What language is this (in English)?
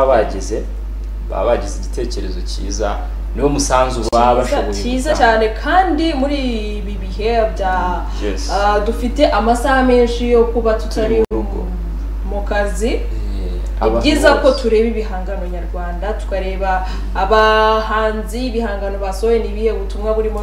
Kinyarwanda